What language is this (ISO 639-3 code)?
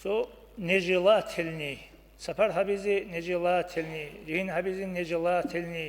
ava